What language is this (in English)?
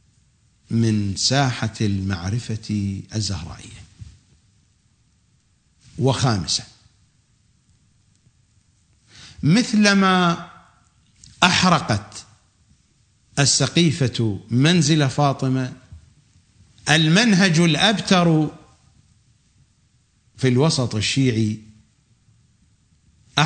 Arabic